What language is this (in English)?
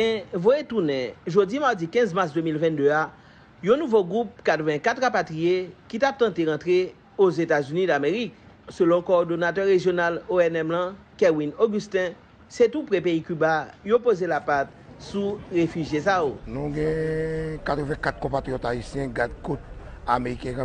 Haitian Creole